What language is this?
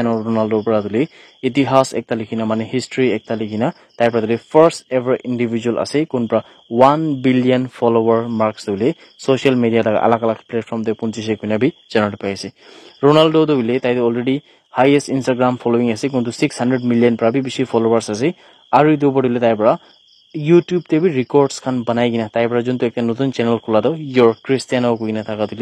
Naga Pidgin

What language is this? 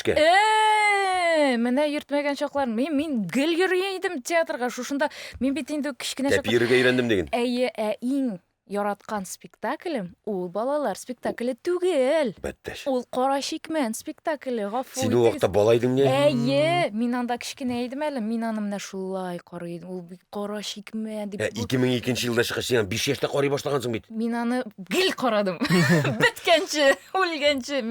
Tatar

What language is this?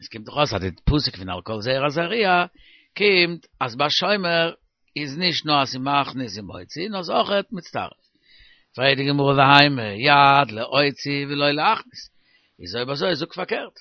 Yiddish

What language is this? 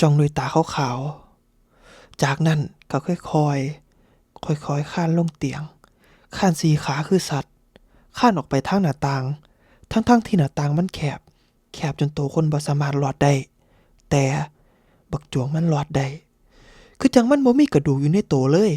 Northeastern Thai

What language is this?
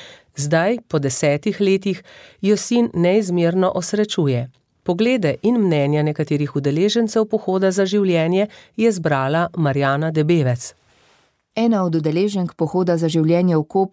Slovenian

